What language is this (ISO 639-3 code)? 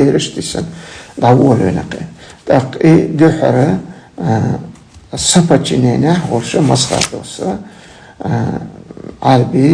che